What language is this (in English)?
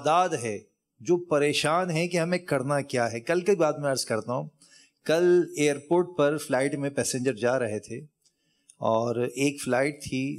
Urdu